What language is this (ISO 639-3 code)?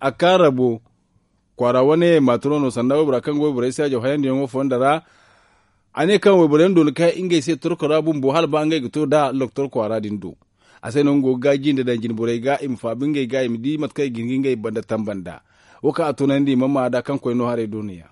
dje